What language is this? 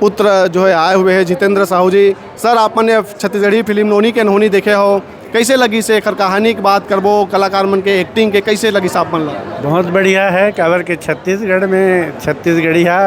Chhattisgarhi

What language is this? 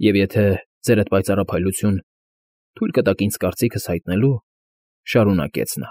Armenian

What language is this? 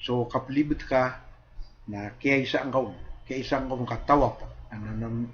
Maranao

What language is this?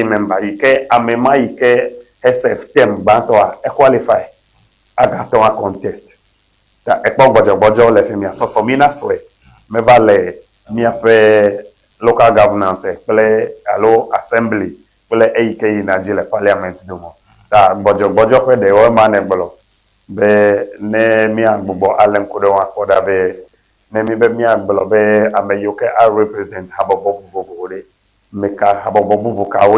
Ewe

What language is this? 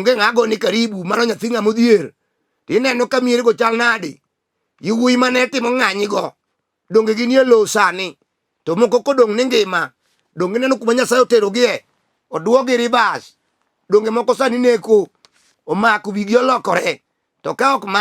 Luo (Kenya and Tanzania)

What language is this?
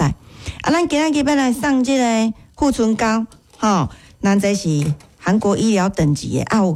Min Nan Chinese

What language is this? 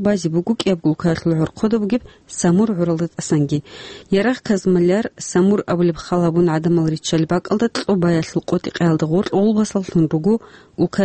Avaric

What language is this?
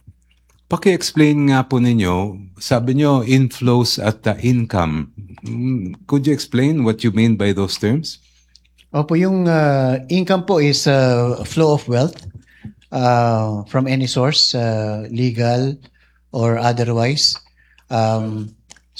Filipino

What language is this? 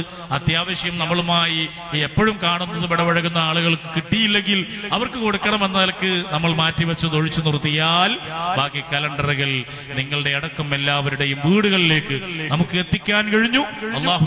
Malayalam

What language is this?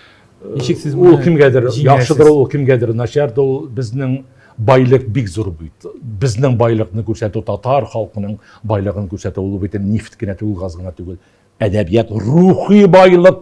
Tatar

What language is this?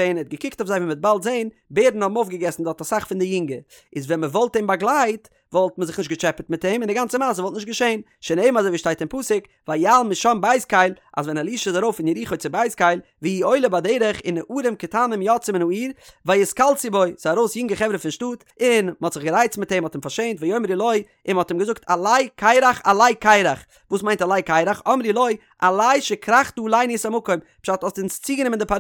Yiddish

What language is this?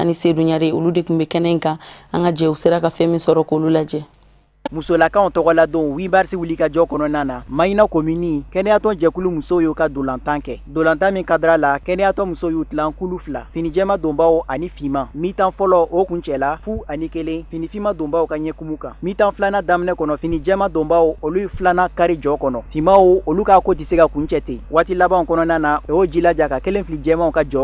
Bambara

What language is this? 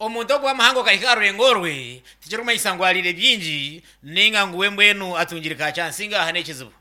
Nyankole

